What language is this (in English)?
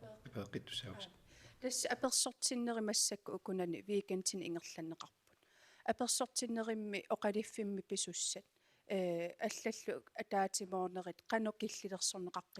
Kalaallisut